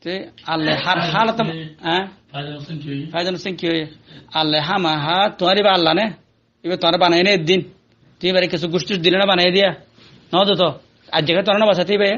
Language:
Rohingya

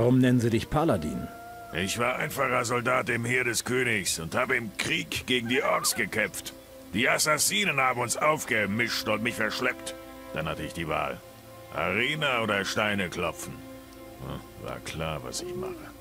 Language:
Bavarian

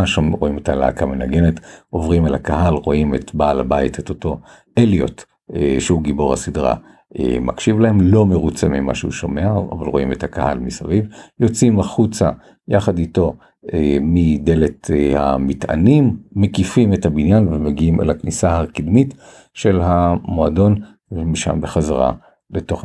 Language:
Hebrew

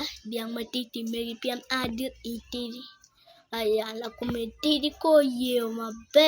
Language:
Acoli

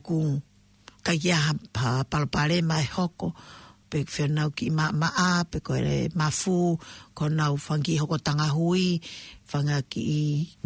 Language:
Tongan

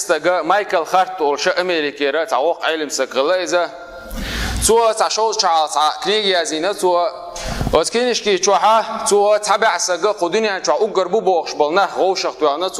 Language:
Chechen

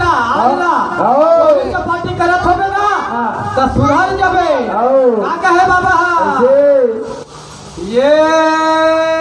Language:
Chhattisgarhi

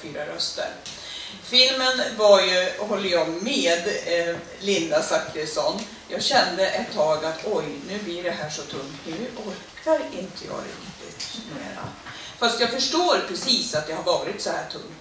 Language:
Swedish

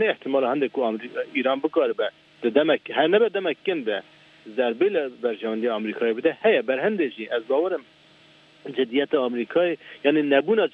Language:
Kurdish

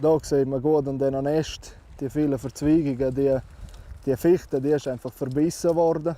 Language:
Romansh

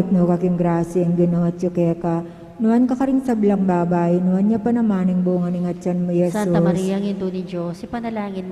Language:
Pampanga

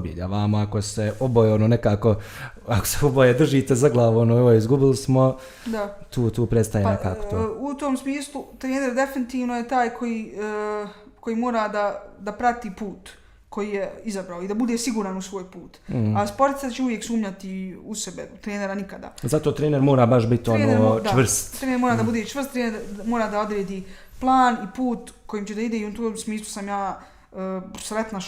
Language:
Bosnian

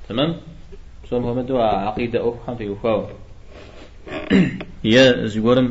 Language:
Kabardian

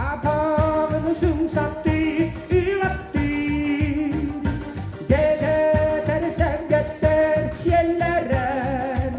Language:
Yakut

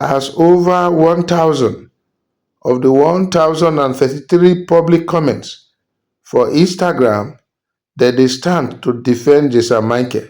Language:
Nigerian Pidgin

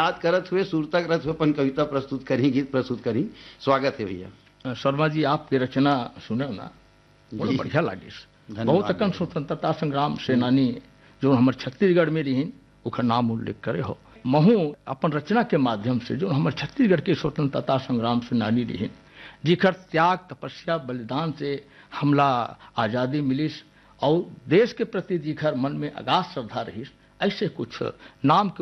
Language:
Chhattisgarhi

